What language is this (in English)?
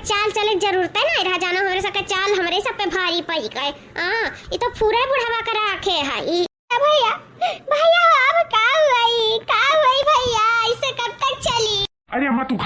Awadhi